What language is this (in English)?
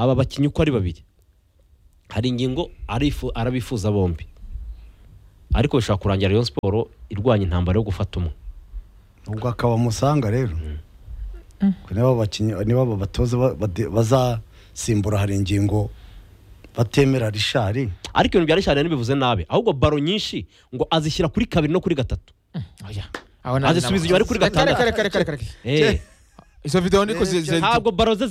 Kinyarwanda